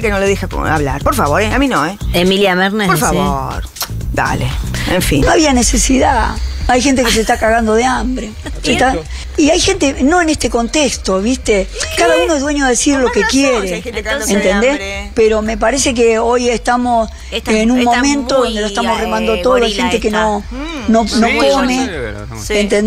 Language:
Spanish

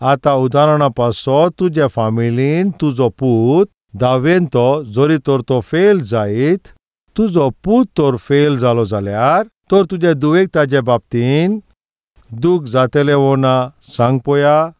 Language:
Konkani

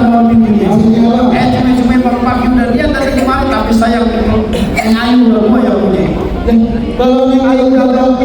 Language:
Betawi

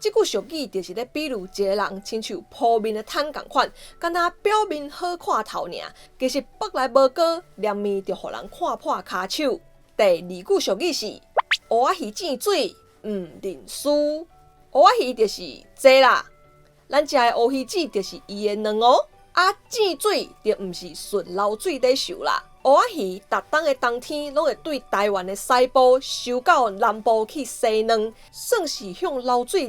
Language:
Min Nan Chinese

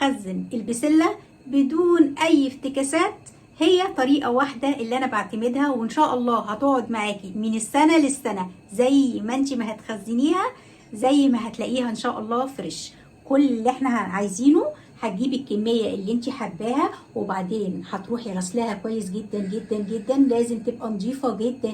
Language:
Egyptian Arabic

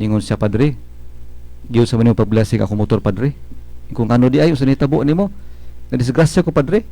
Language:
Cebuano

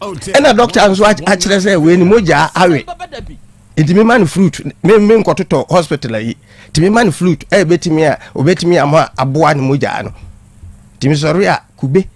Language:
Akan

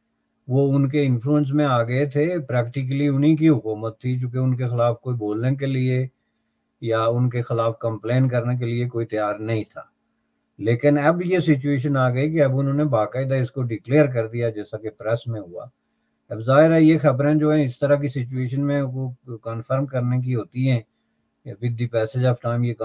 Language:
Urdu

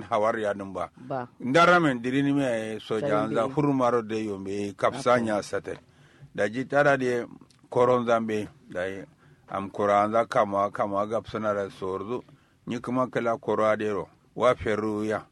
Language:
Kanuri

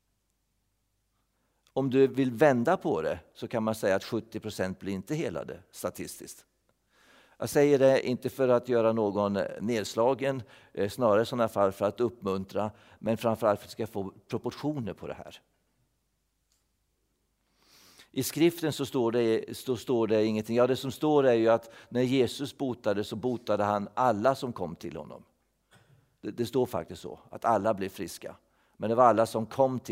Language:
Swedish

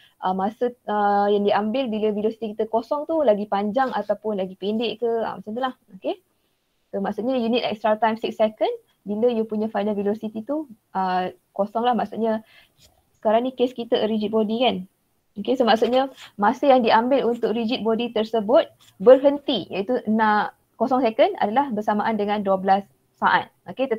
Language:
Malay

